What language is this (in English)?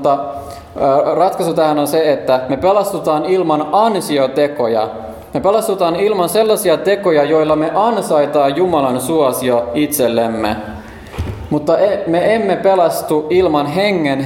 Finnish